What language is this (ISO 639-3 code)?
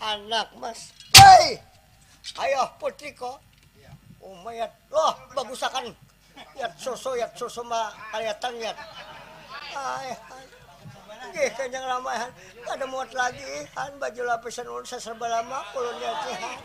bjn